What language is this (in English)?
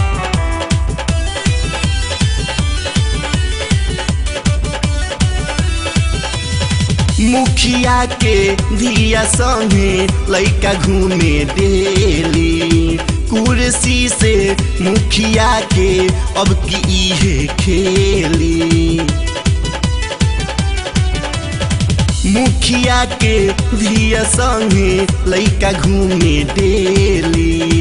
Bhojpuri